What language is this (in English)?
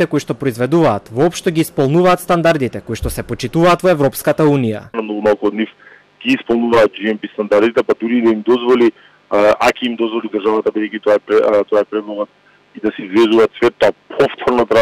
Macedonian